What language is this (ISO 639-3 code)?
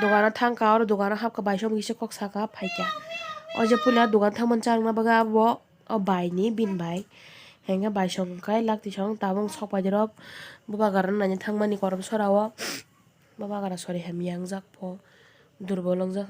trp